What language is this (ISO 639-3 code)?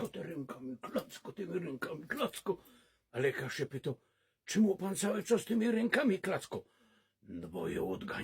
szl